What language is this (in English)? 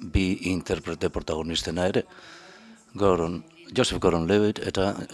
Basque